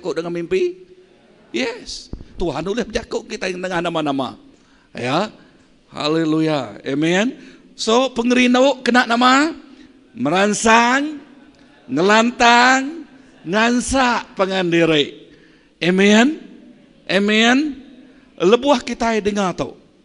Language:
Iban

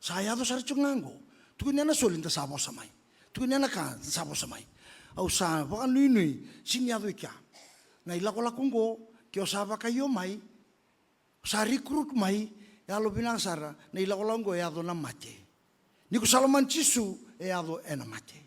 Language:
Fijian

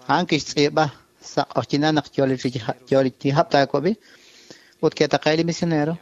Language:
Kekchí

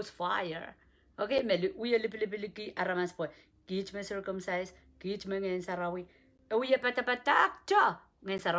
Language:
Pohnpeian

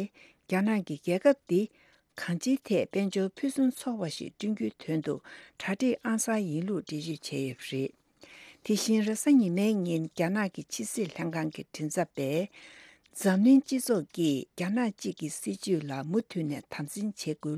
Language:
Tibetan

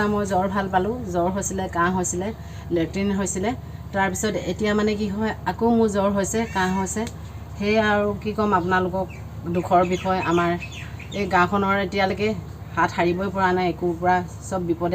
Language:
Assamese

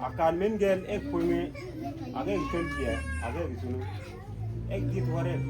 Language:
Mabaan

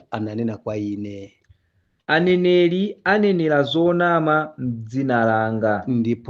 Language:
Nyanja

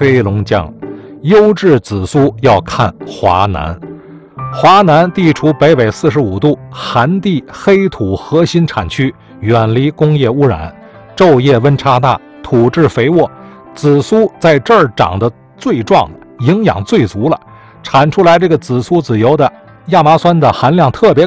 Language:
Chinese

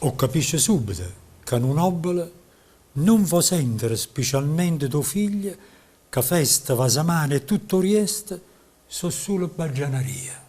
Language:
Neapolitan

